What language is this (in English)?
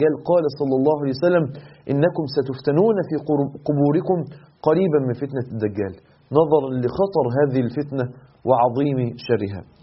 Arabic